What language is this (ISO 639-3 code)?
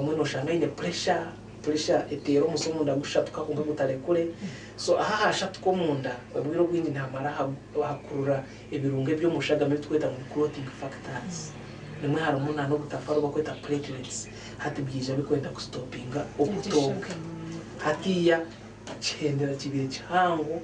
nyn